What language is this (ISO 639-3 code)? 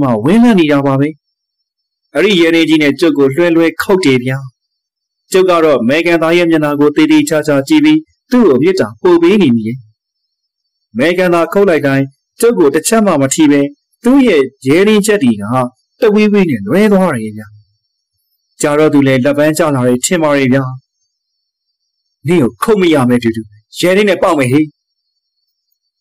mya